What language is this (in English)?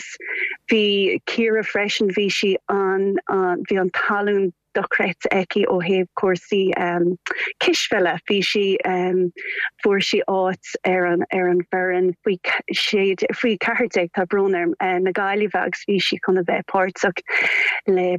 Irish